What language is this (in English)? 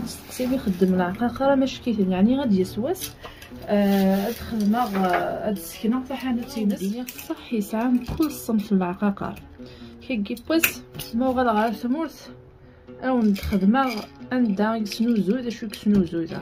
Kabyle